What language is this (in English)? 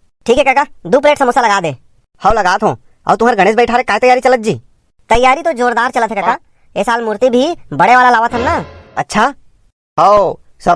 Chhattisgarhi